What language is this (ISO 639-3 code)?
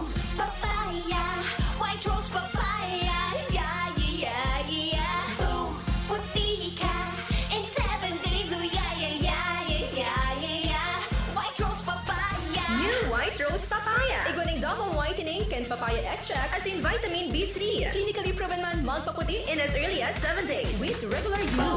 bik